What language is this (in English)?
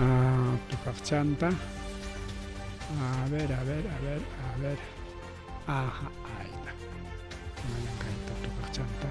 Ayacucho Quechua